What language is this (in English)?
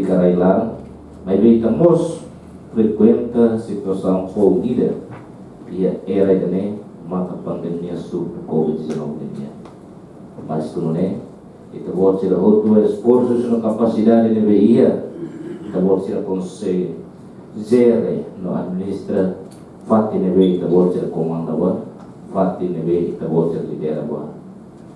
Tetum